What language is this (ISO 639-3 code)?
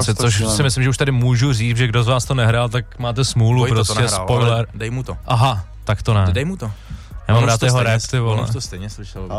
ces